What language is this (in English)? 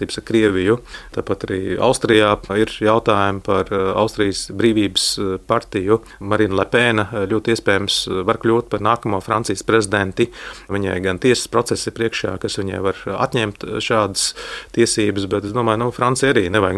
Latvian